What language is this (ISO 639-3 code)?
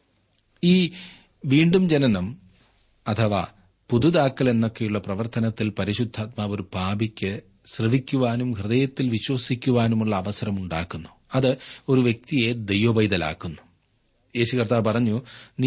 mal